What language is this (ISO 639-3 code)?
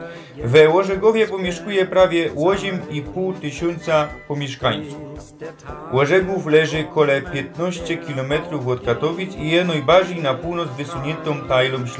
szl